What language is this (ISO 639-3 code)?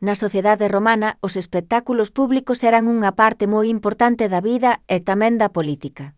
glg